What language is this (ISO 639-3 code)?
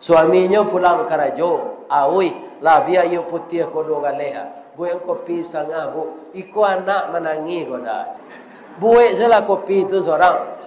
min